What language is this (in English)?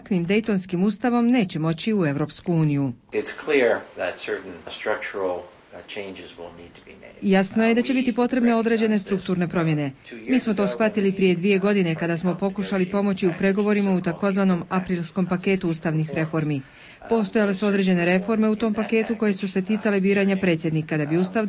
Croatian